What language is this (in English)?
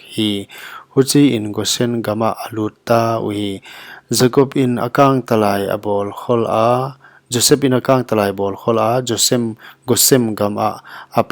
Paite Chin